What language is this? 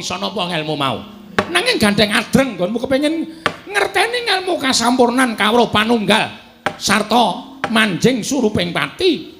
Javanese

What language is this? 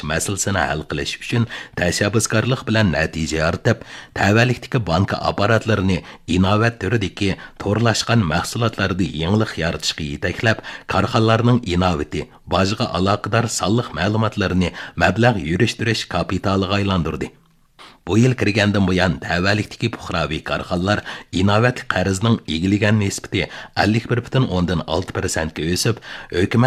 Uyghur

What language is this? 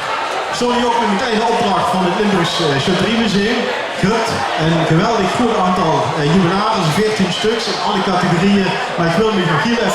Limburgish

